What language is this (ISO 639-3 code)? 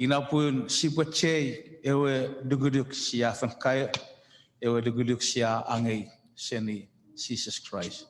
chk